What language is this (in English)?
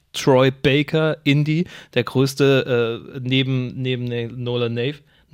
German